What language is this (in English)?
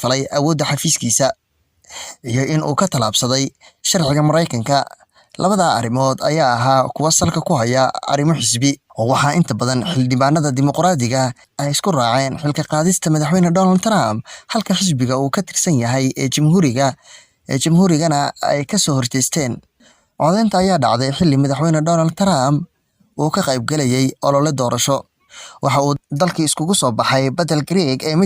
Somali